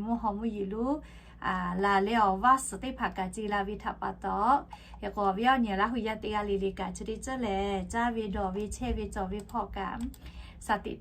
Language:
Lahu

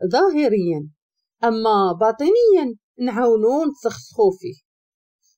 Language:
Moroccan Arabic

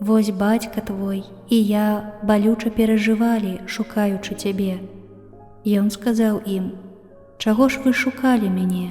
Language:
Belarusian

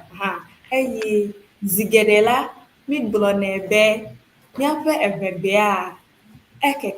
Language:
Ewe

